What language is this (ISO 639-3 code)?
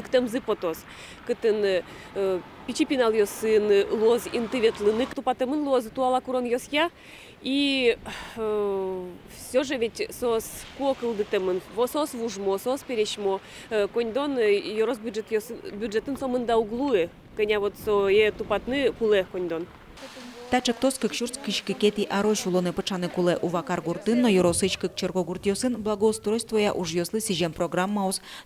udm